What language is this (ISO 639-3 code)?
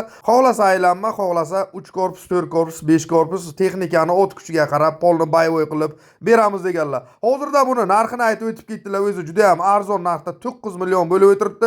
uzb